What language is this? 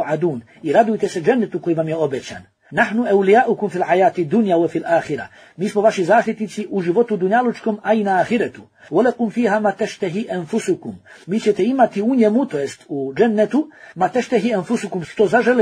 Bosnian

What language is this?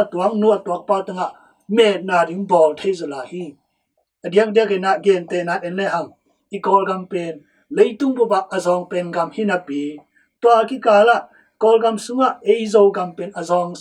Tedim Chin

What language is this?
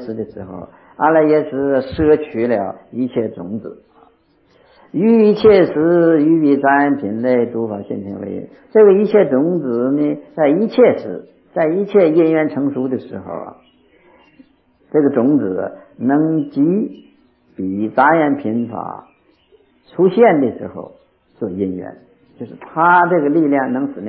Chinese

